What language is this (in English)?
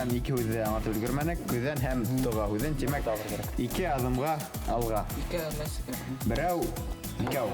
Bashkir